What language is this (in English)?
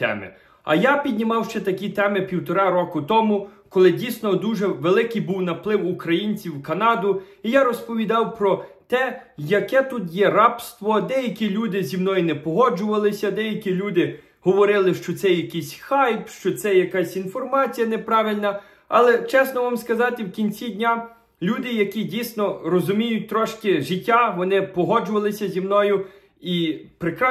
Ukrainian